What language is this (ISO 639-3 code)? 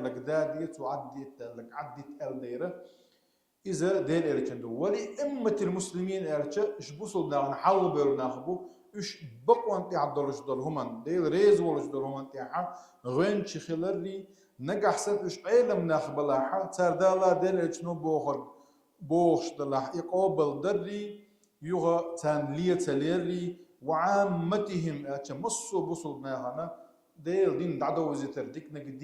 che